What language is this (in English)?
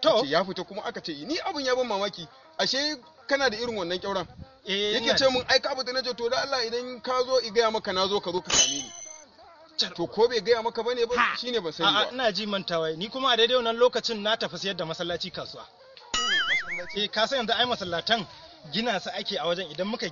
Hausa